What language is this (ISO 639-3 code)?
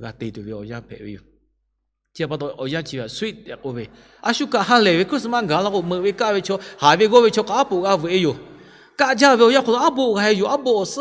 lhu